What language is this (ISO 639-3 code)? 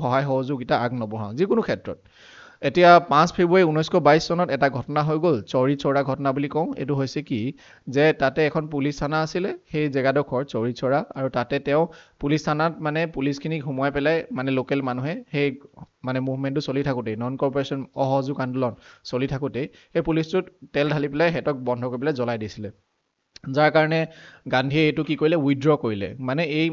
asm